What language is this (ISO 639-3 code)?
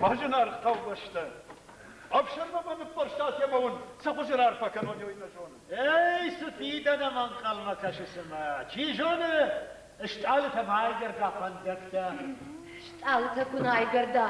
oss